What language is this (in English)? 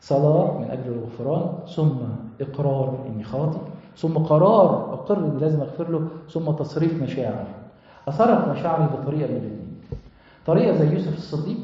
Egyptian Arabic